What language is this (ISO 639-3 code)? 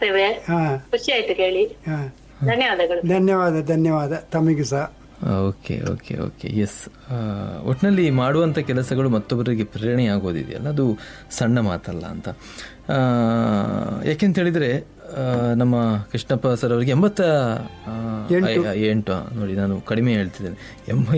kan